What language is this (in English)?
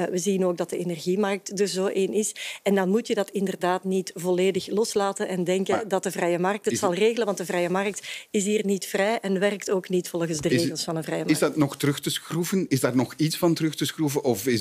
Dutch